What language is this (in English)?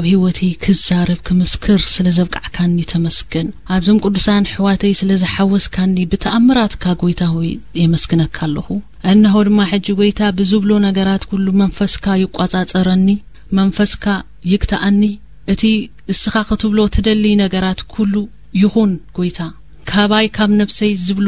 Tigrinya